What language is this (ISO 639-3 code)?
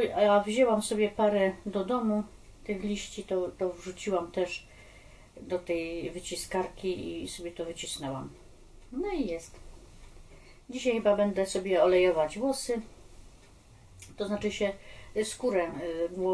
pol